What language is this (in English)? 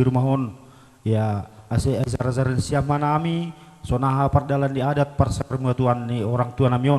Batak Simalungun